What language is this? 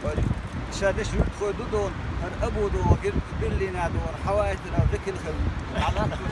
Chechen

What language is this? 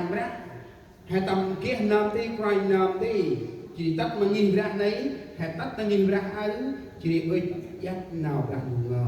Central Mnong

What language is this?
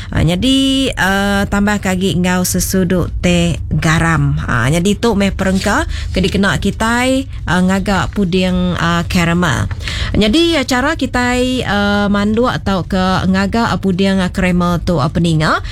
Iban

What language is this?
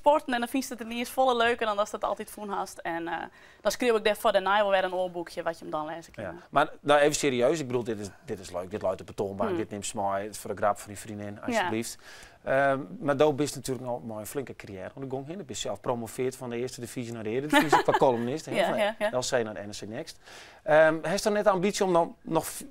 Western Frisian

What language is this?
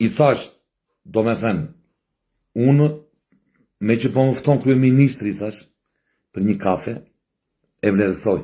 Albanian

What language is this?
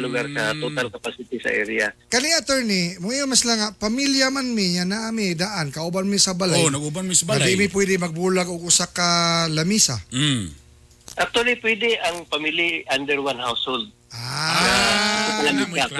Cebuano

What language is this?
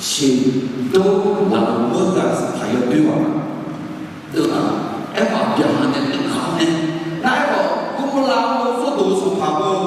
Akha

